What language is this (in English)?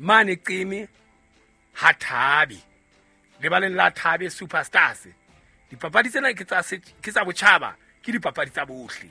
Southern Sotho